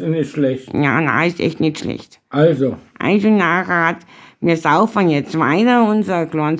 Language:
Bavarian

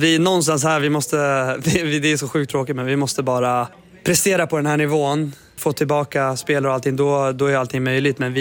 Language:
Swedish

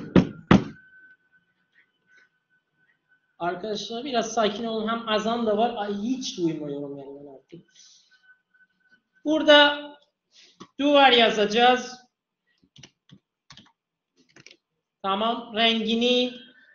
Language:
Turkish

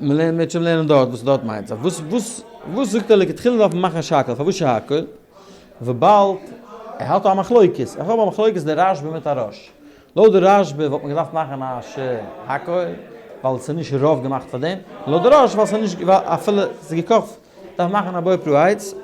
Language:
Yiddish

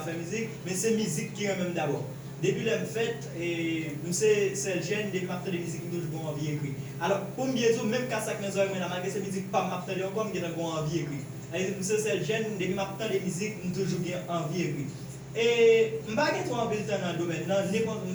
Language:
Haitian Creole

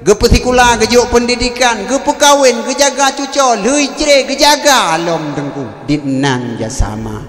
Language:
Achinese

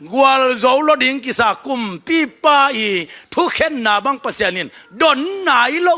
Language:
Tedim Chin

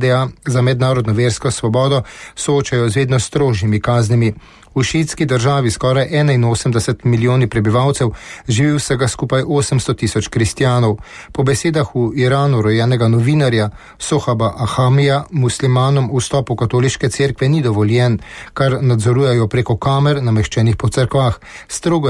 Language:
Slovenian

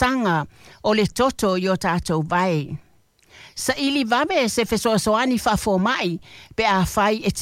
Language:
Samoan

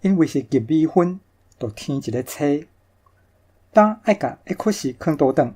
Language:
Min Nan Chinese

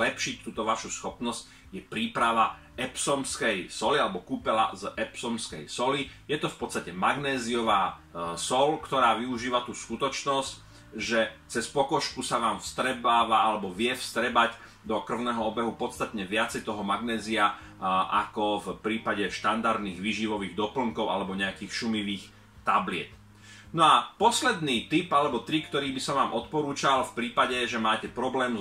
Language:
Slovak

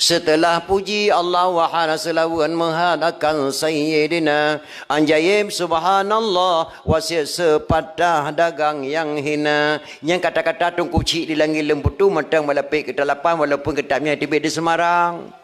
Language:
Achinese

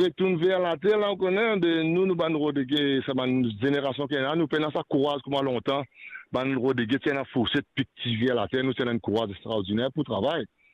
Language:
Morisyen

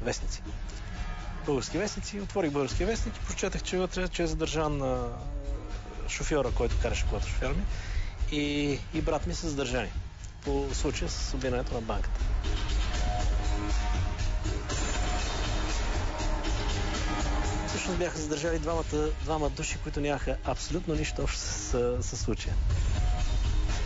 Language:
Bulgarian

